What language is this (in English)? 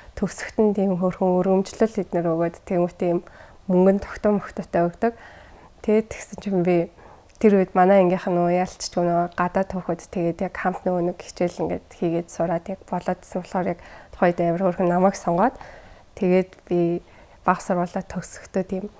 Mongolian